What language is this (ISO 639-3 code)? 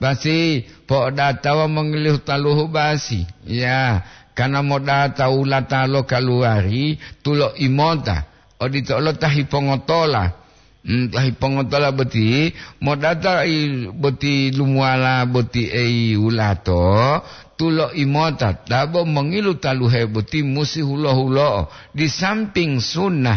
gor